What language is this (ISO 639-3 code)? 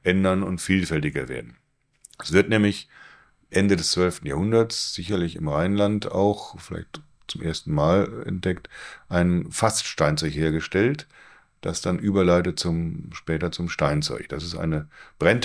deu